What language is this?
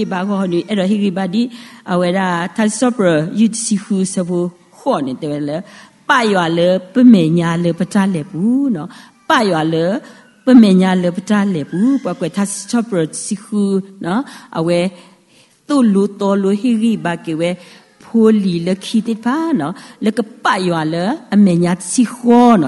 S'gaw Karen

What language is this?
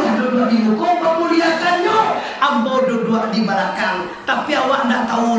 Minangkabau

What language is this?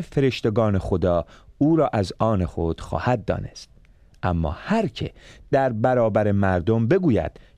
Persian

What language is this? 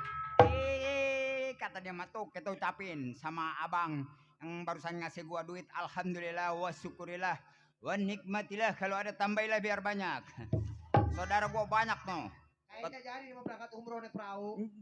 Betawi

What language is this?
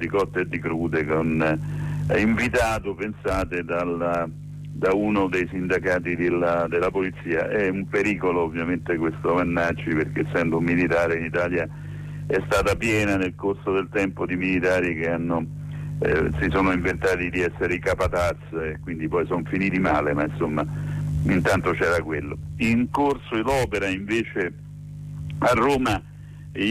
Italian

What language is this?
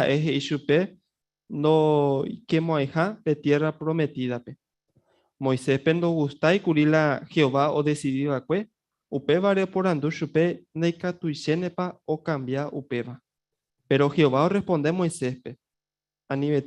Guarani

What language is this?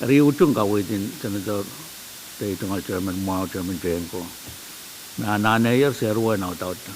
Pohnpeian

